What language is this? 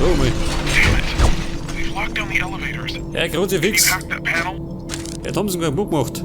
Bavarian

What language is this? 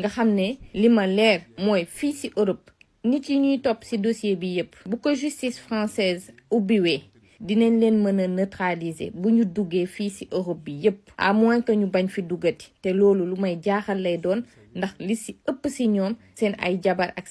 Wolof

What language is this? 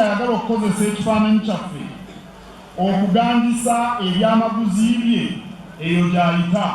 Ganda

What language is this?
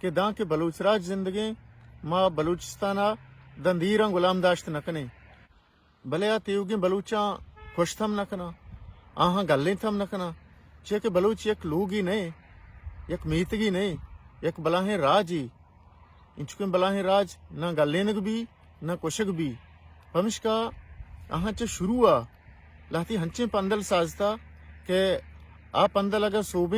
Baluchi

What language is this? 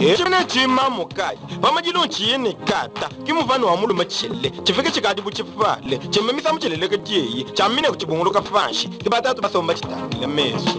Luba-Lulua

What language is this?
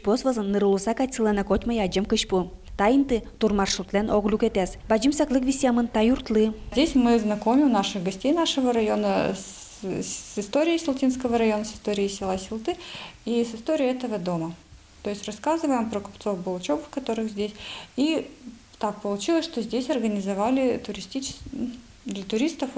Udmurt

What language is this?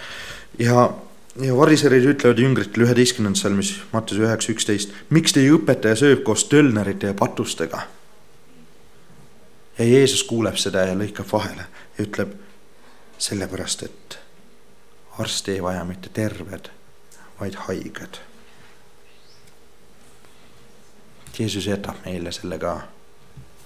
Estonian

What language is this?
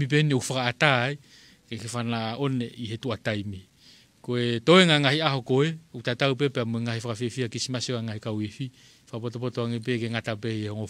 Tongan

